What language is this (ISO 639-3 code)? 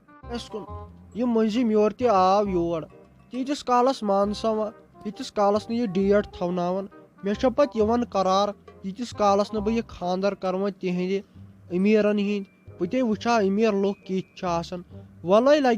kas